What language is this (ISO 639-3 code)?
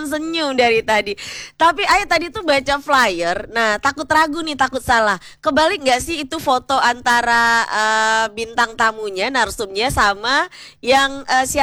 ind